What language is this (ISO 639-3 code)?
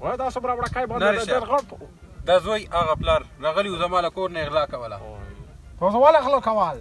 pus